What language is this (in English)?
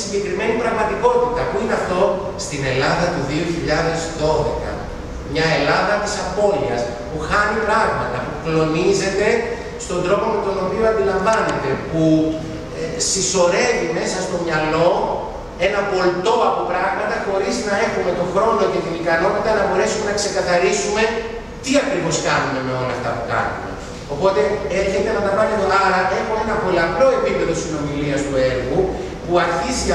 Greek